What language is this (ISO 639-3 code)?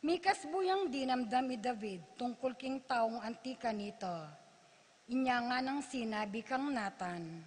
pam